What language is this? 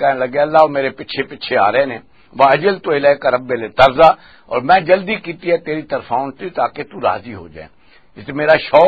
Western Panjabi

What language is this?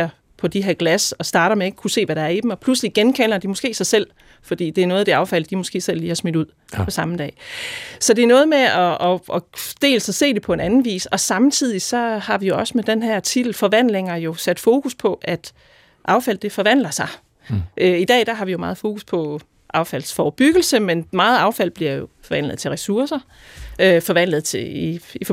Danish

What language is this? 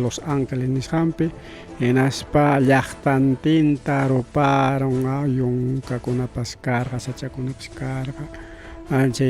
Ayacucho Quechua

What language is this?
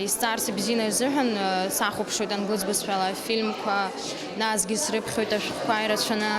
Abkhazian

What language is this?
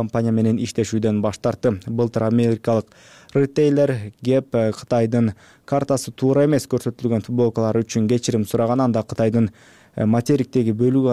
Kyrgyz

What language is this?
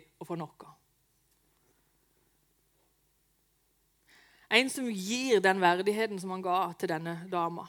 Norwegian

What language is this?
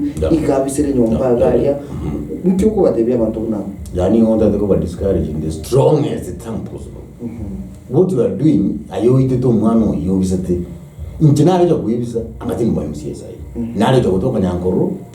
Gusii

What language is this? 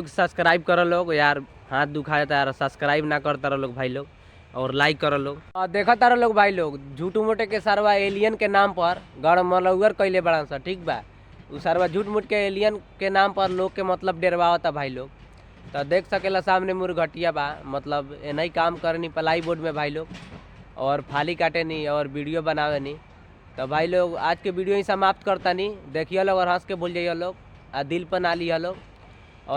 Bhojpuri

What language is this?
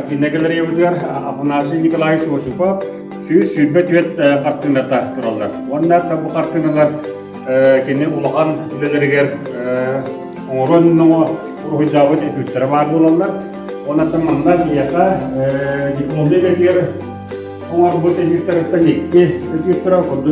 Yakut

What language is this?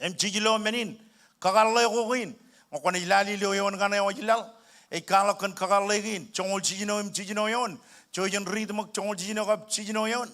Marshallese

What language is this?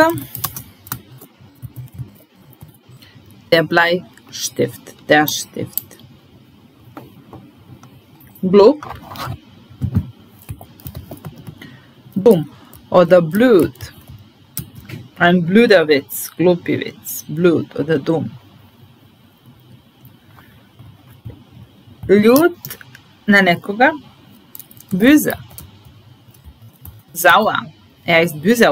Serbian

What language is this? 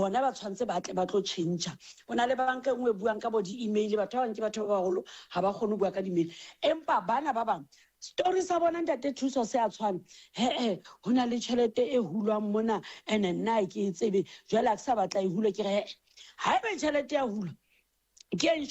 Southern Sotho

